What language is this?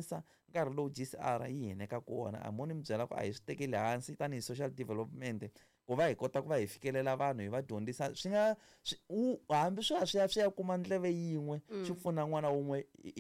Tsonga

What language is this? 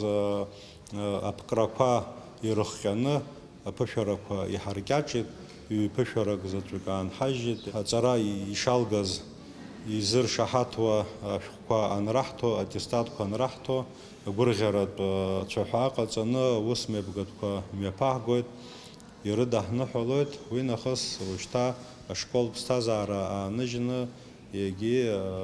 Abkhazian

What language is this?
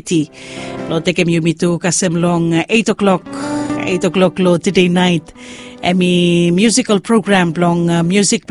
Bislama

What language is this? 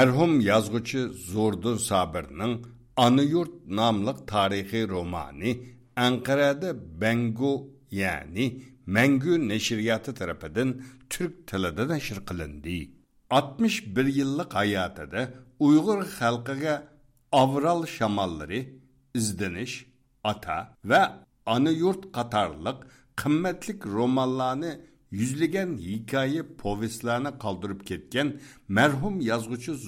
Uyghur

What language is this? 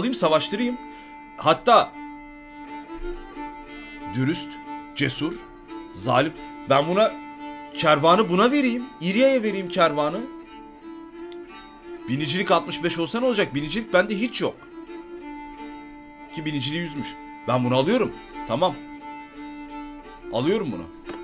Turkish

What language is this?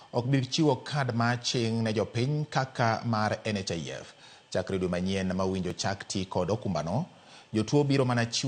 Luo (Kenya and Tanzania)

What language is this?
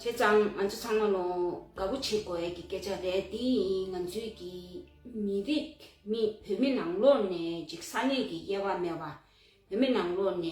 Tibetan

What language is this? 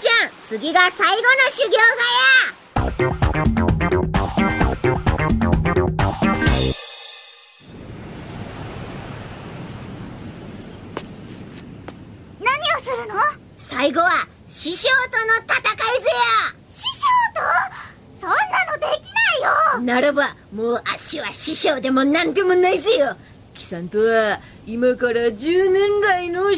Japanese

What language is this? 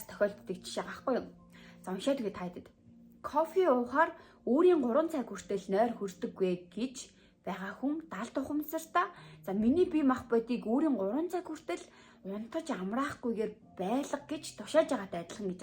Mongolian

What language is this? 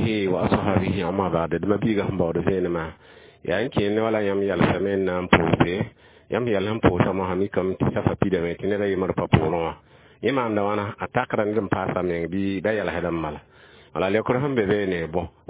Mossi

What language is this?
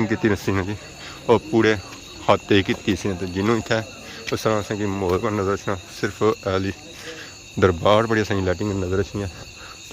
Pahari-Potwari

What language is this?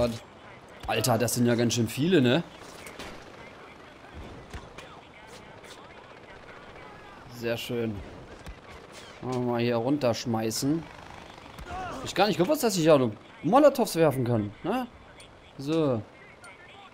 German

